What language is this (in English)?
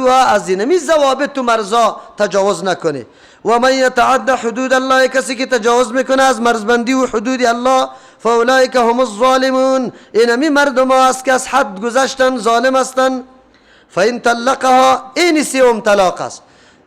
Persian